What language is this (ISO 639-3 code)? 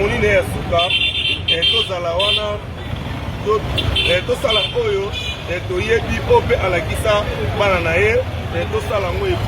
lin